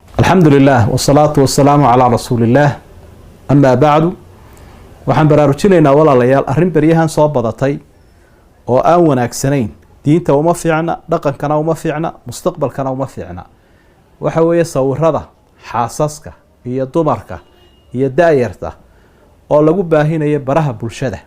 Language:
Somali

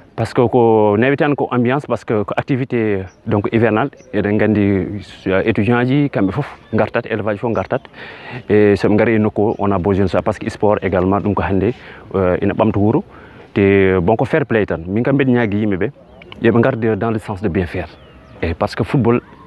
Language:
Fula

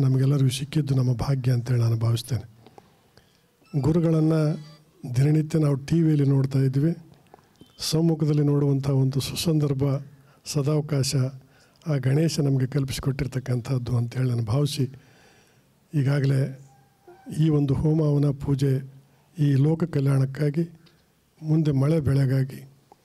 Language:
Kannada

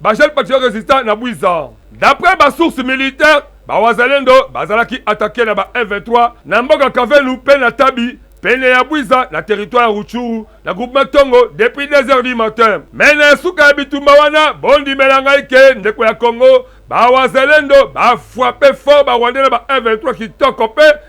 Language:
Lingala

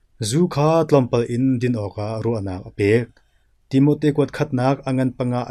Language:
Hakha Chin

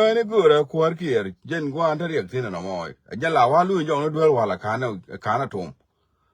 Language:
Nuer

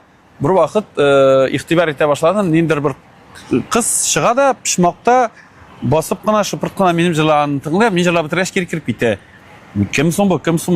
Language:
Tatar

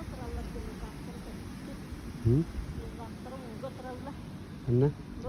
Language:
Yakut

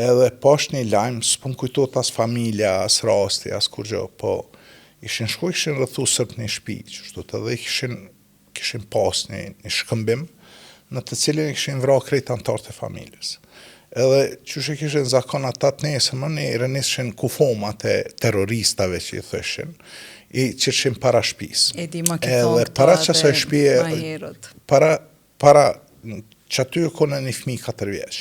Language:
Albanian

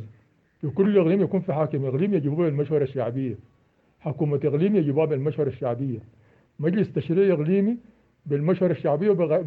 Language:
Sudanese Arabic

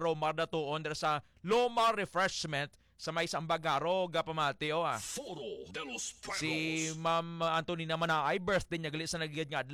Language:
Hiligaynon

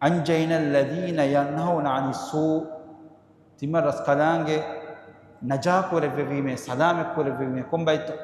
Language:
Divehi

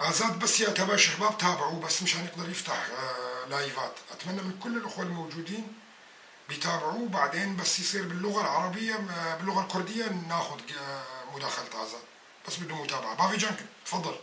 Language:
North Levantine Arabic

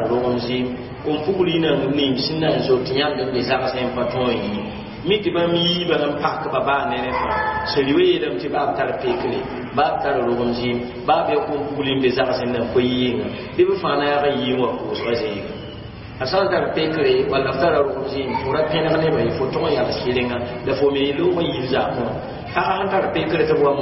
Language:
Mossi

